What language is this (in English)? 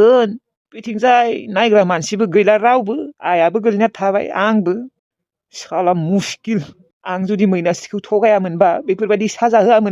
Bodo